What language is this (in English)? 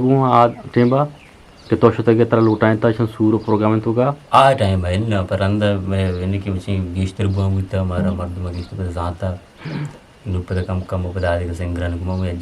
Eastern Balochi